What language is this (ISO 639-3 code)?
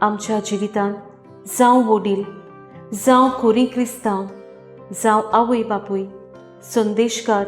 kok